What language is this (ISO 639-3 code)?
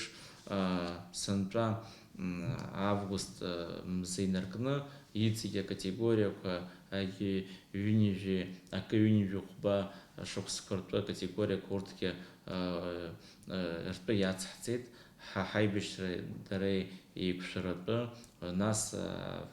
abk